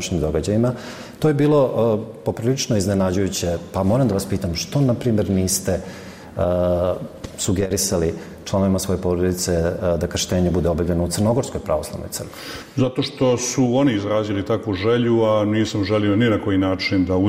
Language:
Serbian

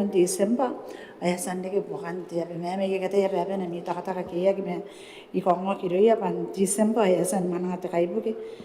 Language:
Gilbertese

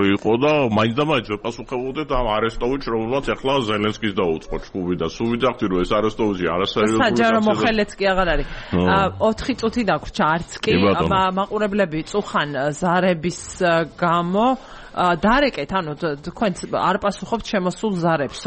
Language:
Georgian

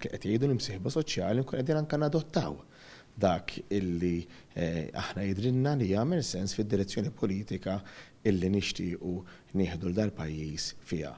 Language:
Maltese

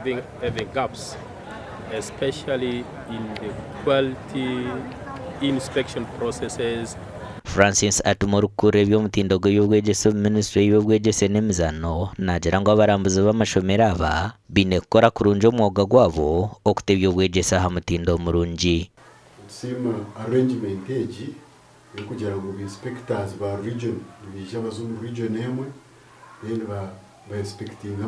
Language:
Nyankole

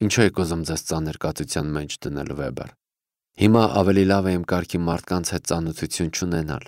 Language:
Armenian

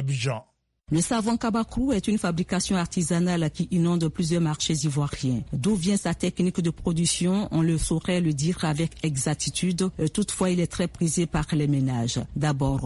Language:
French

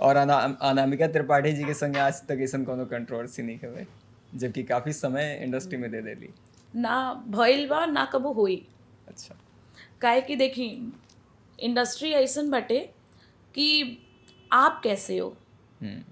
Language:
Bhojpuri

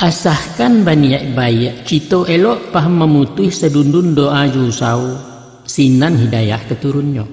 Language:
Minangkabau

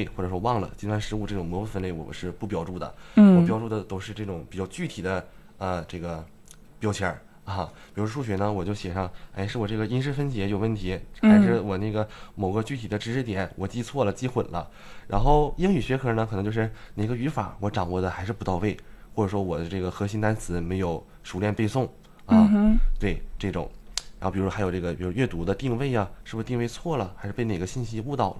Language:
Chinese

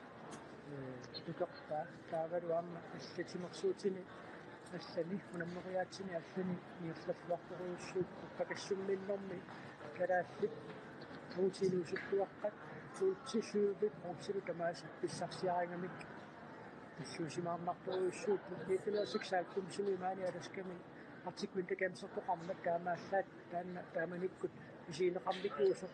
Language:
Kalaallisut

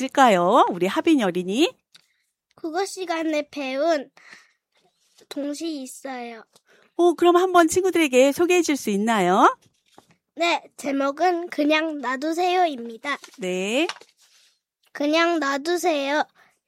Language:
Korean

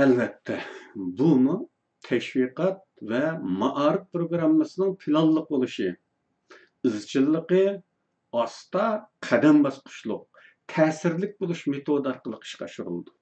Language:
Uyghur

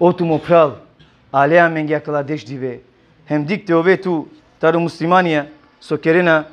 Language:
Balkan Romani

